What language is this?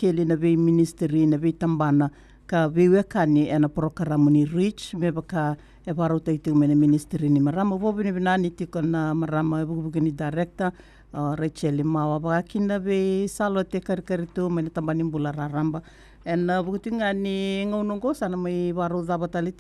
Fijian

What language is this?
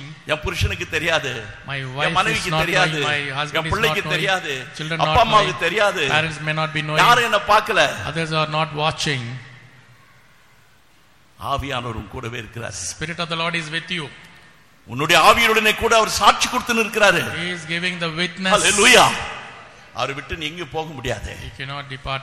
Tamil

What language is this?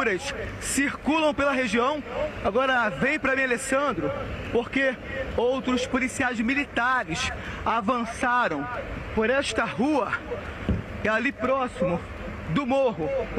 Portuguese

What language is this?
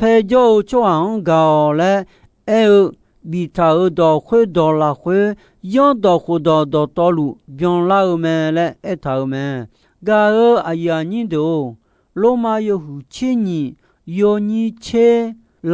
Akha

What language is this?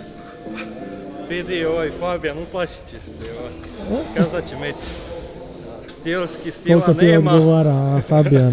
Croatian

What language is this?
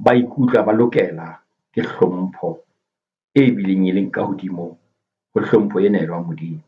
Southern Sotho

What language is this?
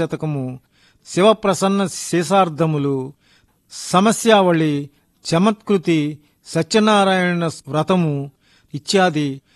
Telugu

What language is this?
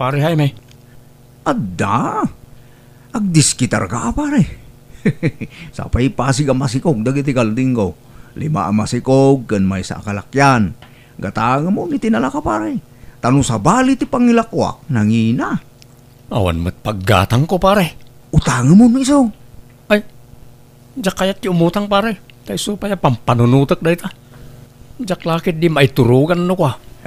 Iloko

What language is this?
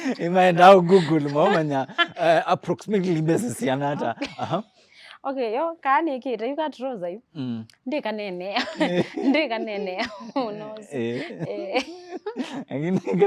Kamba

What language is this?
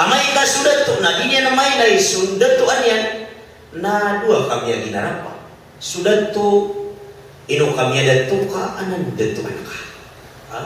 Maranao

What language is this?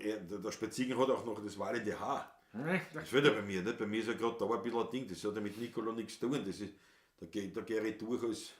Bavarian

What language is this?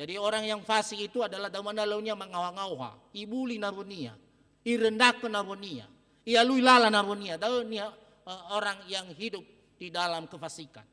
Nias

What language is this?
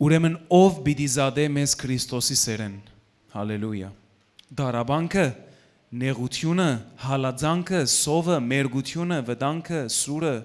Western Armenian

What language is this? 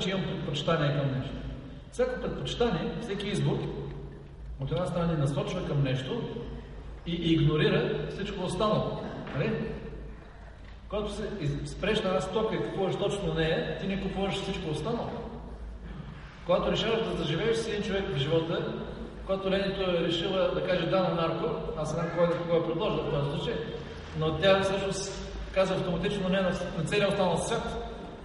Bulgarian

